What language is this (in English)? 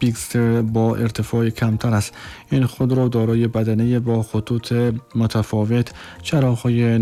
Tajik